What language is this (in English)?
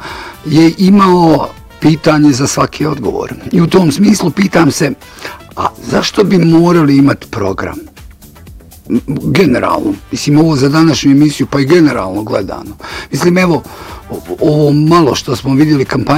Bosnian